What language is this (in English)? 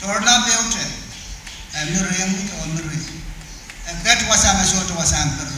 Pohnpeian